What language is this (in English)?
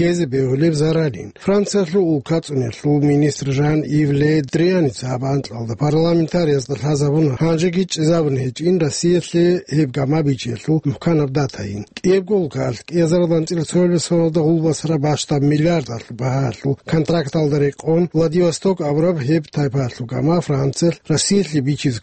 Avaric